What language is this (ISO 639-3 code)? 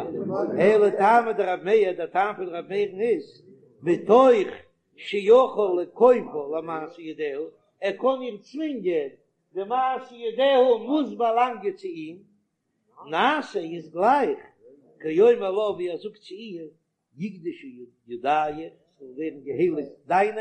yid